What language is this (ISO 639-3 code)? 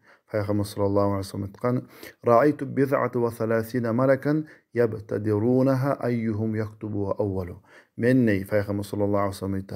kum